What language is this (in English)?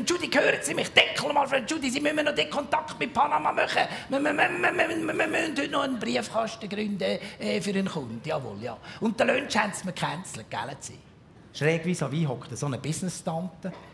Swiss German